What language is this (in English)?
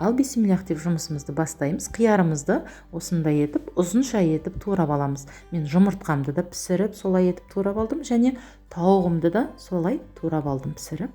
Kazakh